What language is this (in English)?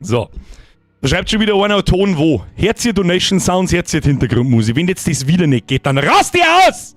Bavarian